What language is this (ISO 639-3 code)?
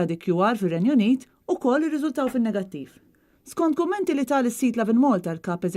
mlt